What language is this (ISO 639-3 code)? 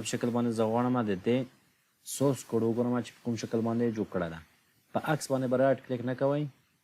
pus